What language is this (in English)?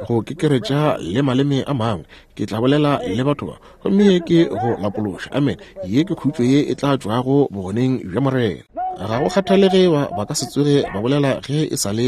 Northern Sotho